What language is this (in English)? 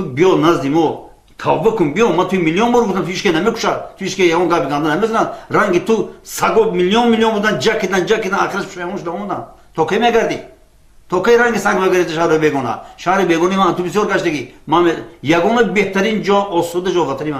Tajik